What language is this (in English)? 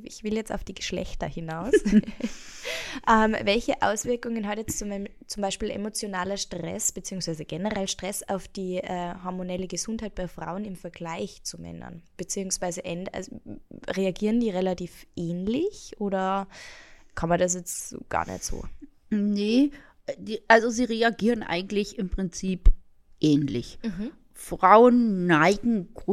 German